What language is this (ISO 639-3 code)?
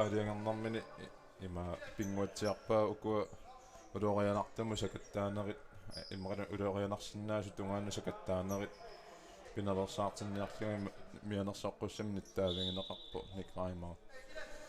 kal